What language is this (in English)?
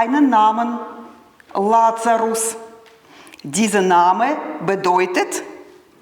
Swiss German